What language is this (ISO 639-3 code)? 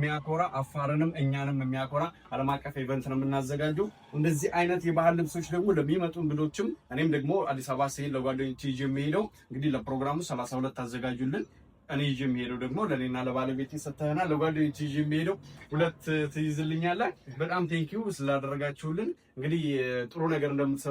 amh